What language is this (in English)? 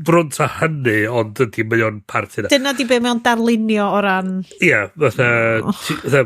Welsh